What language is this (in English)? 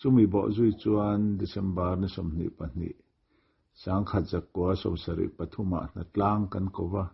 Mizo